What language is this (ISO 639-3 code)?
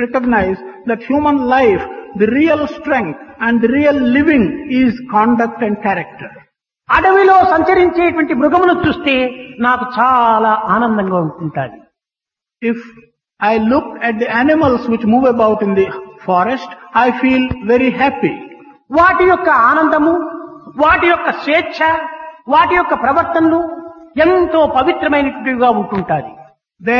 tel